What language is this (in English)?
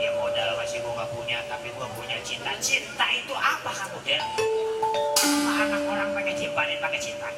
Betawi